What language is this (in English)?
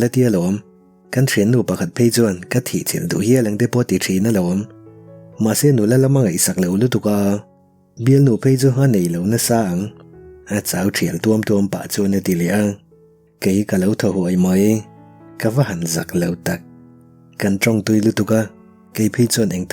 Mizo